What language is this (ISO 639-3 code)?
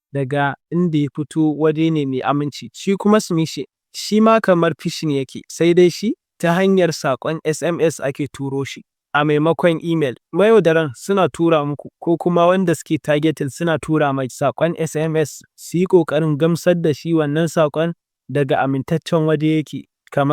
hau